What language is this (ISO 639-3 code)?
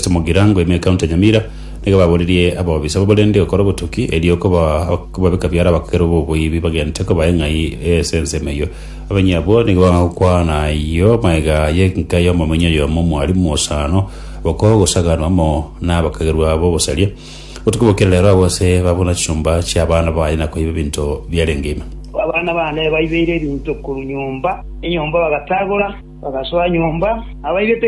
guz